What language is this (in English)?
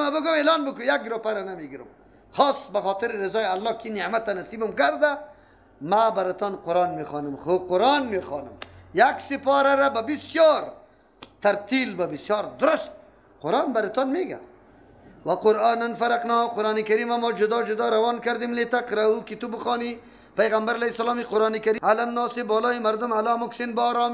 Persian